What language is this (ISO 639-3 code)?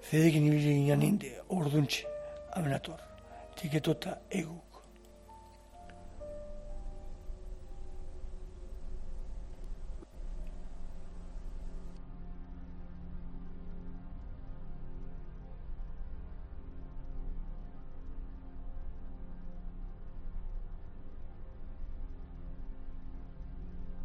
eus